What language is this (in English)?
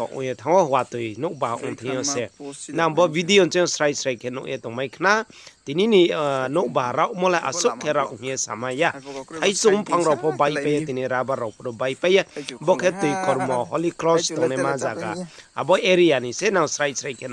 Riang (India)